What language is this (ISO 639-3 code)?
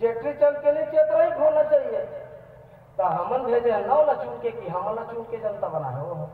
hne